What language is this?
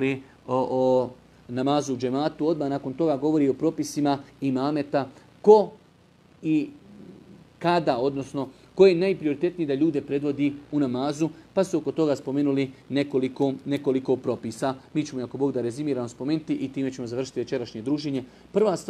Bosnian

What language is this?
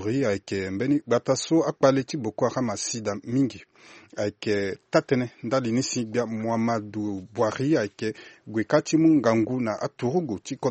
Sango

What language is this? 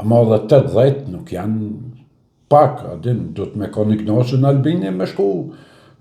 Albanian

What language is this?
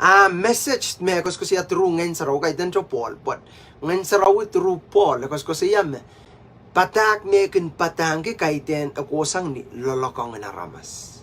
Pohnpeian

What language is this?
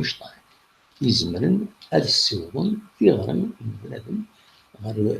Kabyle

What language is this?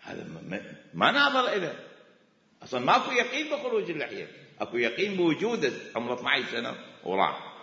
Mesopotamian Arabic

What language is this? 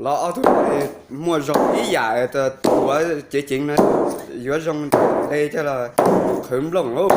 Hmong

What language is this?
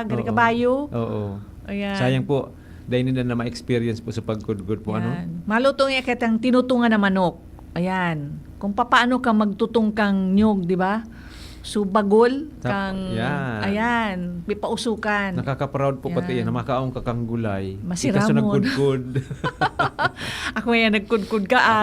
Bikol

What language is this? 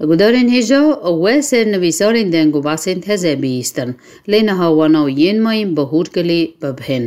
Kurdish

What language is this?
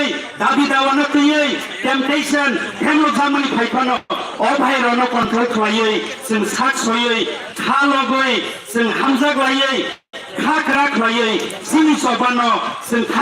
Kok Borok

